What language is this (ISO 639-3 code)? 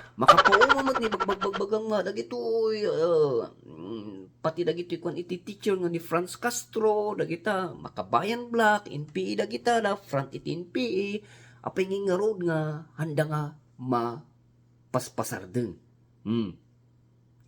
ilo